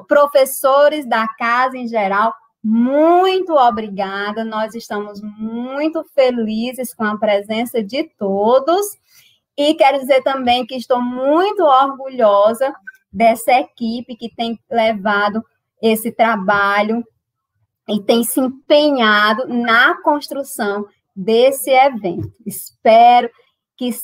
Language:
Portuguese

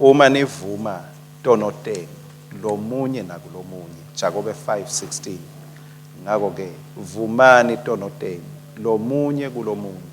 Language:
Swati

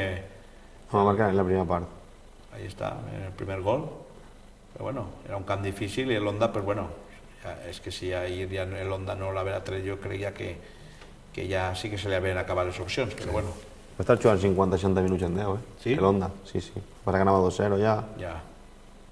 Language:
Catalan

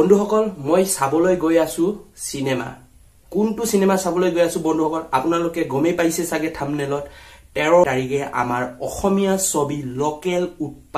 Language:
Assamese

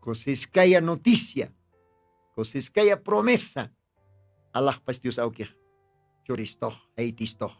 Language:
Aymara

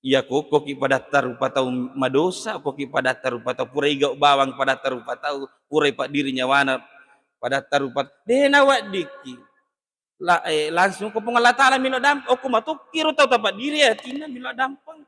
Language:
Buginese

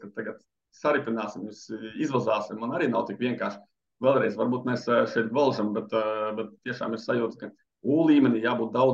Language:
Latvian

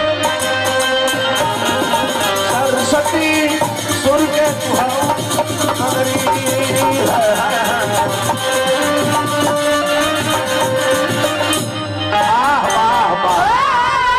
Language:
Bhojpuri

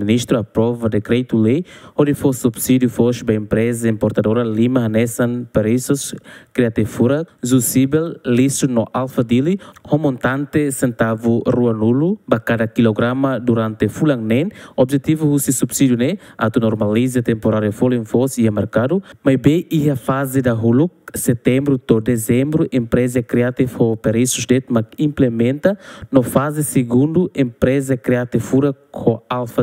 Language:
Tetum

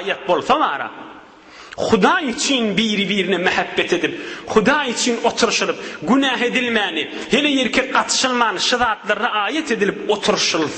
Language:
Turkmen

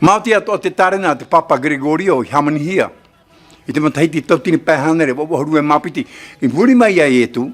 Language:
Tahitian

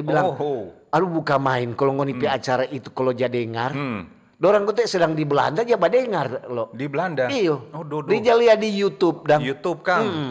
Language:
Manado Malay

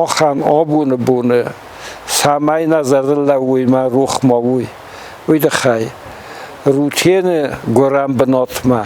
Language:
Ossetic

